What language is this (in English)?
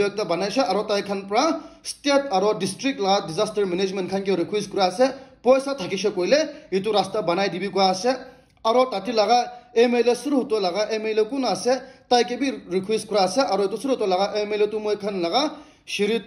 Naga Pidgin